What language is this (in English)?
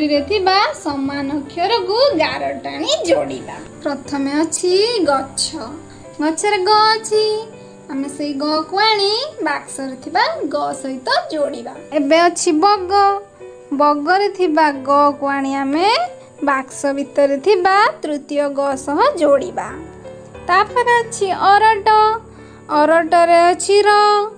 Odia